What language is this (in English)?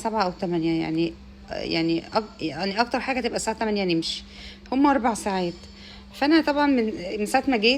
Egyptian Arabic